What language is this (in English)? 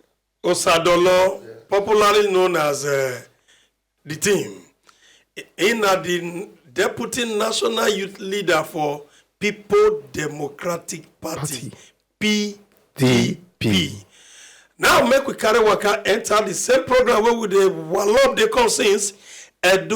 Nigerian Pidgin